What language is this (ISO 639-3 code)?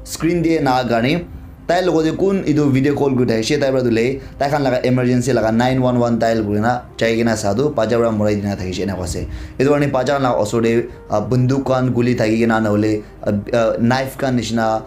nag